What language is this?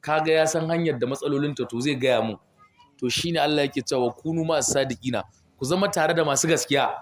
Hausa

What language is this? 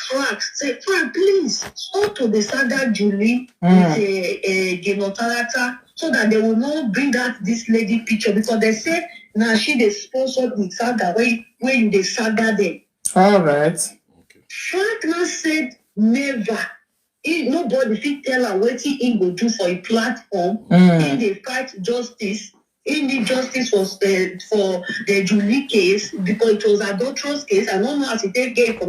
Nigerian Pidgin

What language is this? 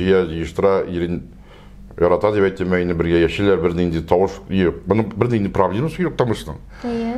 Tatar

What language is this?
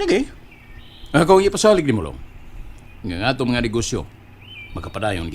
Cebuano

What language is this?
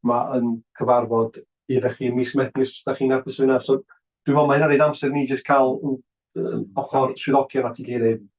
Welsh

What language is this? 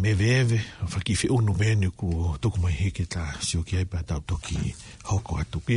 Tongan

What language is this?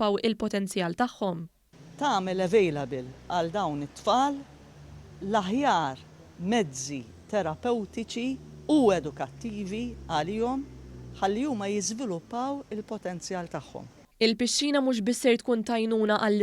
Maltese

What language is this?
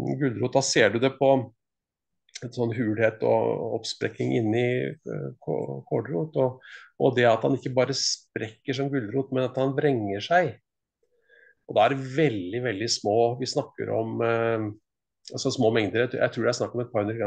Norwegian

